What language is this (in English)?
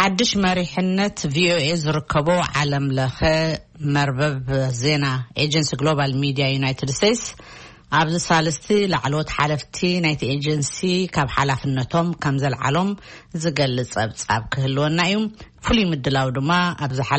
Tigrinya